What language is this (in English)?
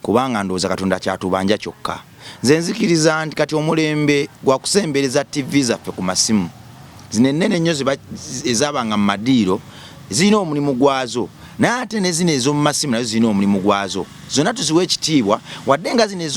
Ganda